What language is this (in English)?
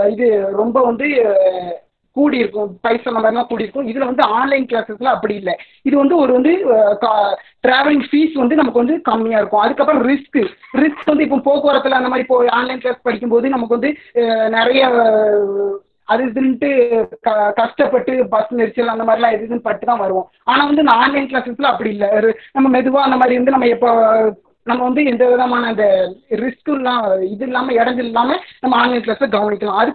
Tamil